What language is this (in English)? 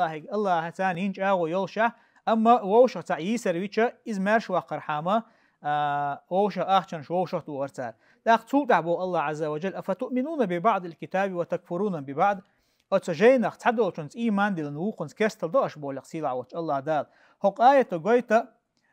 Chechen